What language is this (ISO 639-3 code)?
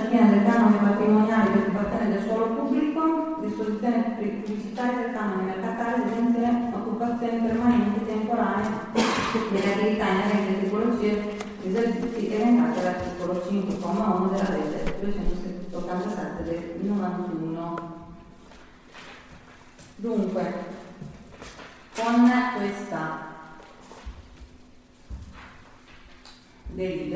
ita